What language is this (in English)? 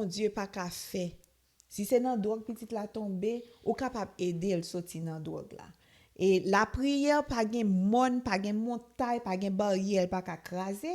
Haitian Creole